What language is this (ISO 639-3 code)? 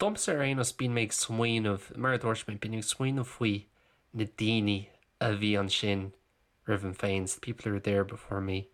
gle